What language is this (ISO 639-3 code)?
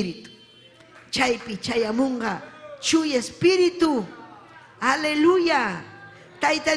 quy